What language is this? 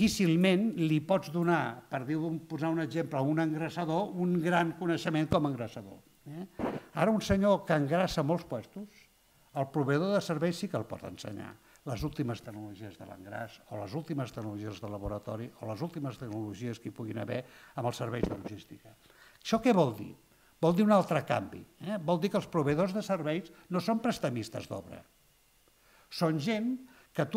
Catalan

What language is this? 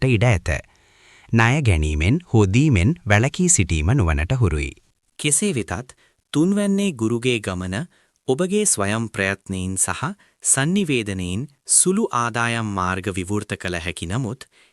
Sinhala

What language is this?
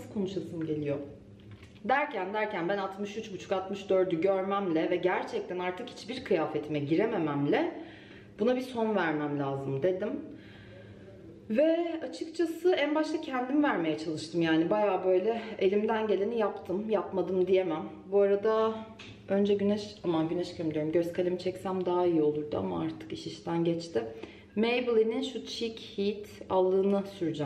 Turkish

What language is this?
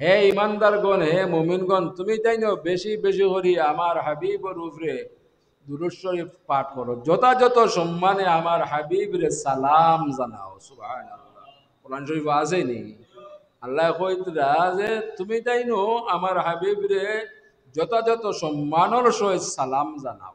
Sylheti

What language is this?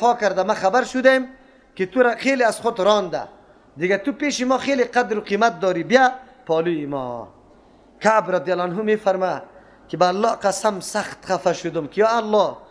Persian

